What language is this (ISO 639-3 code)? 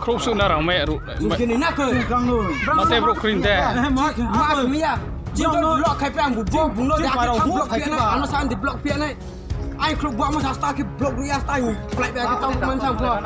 ria